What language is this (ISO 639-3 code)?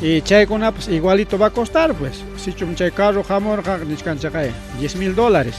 quy